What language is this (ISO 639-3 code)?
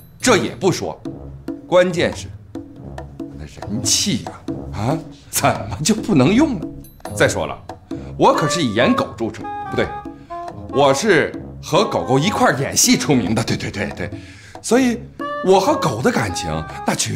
zho